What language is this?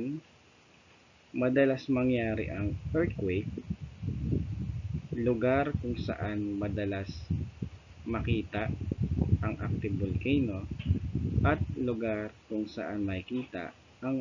Filipino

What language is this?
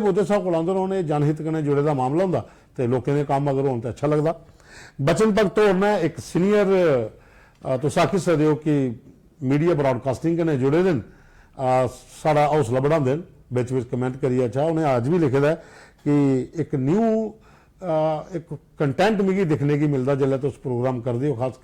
Dogri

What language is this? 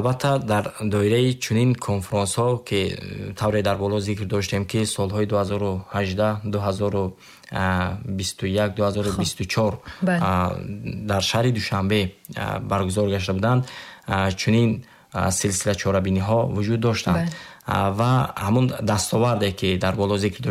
Tajik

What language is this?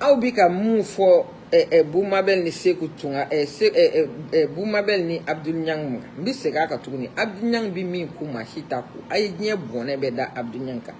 Bambara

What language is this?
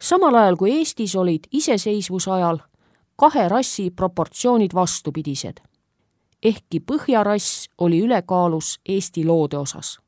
Estonian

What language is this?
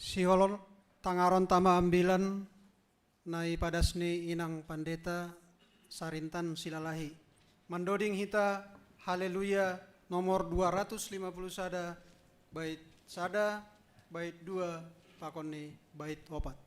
Batak Simalungun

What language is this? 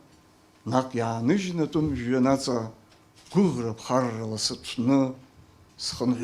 Abkhazian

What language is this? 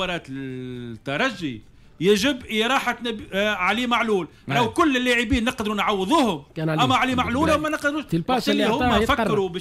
Tunisian Arabic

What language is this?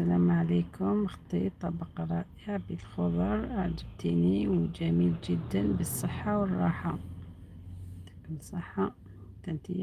Algerian Arabic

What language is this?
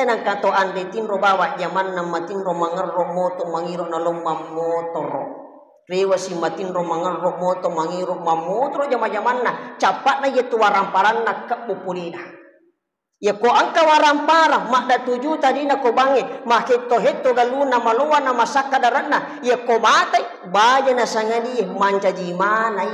Buginese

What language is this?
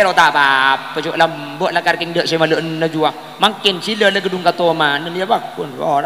Madurese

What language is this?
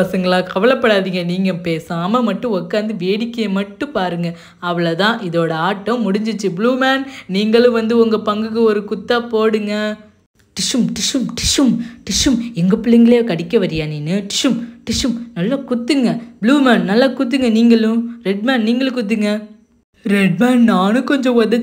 Tamil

